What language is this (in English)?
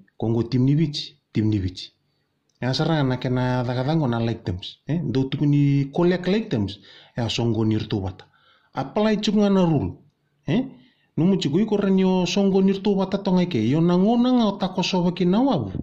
Fijian